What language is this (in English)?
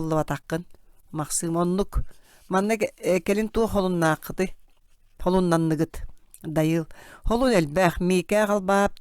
Yakut